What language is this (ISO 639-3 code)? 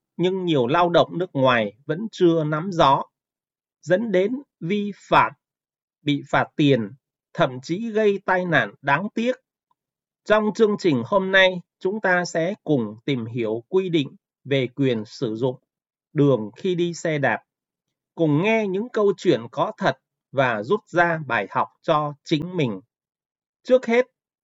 vie